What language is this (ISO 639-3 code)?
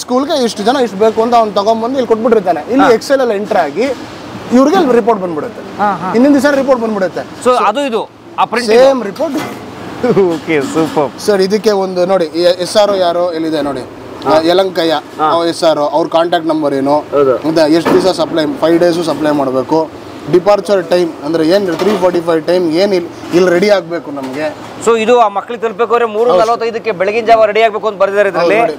kan